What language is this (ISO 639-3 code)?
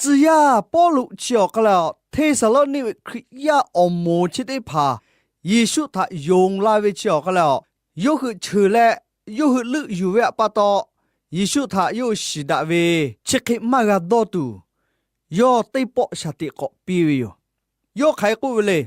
lhu